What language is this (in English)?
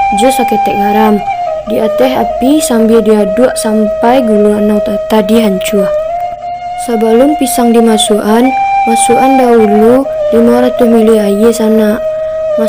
Minangkabau